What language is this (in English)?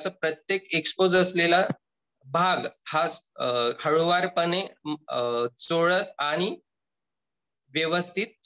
Marathi